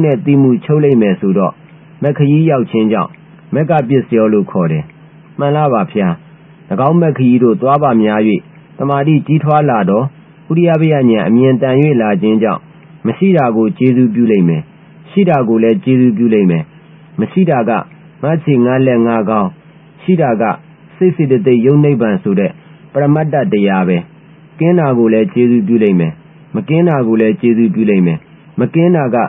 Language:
Burmese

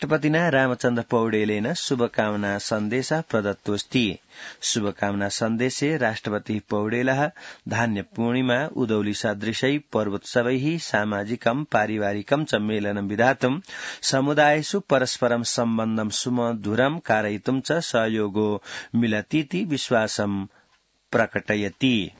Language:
Sanskrit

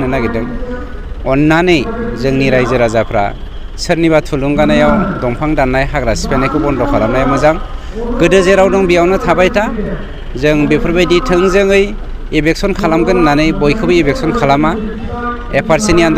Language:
Bodo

